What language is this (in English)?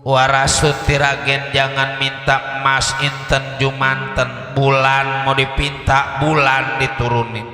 Betawi